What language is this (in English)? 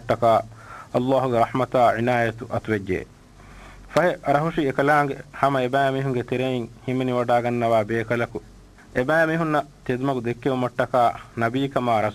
Divehi